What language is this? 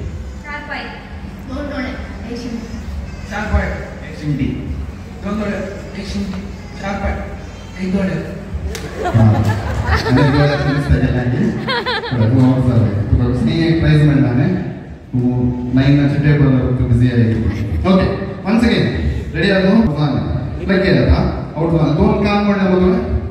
Konkani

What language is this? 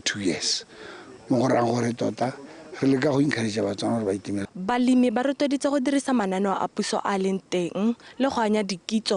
Tswana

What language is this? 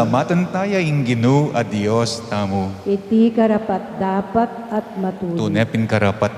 Pampanga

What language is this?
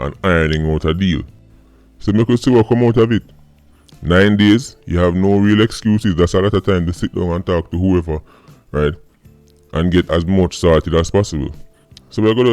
Jamaican Creole English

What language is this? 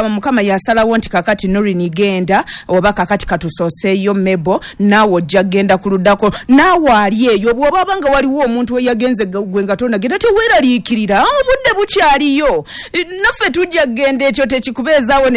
Ganda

